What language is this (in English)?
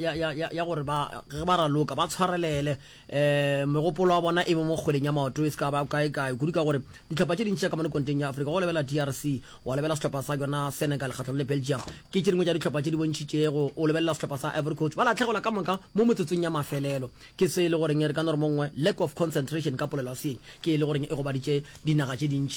Northern Sotho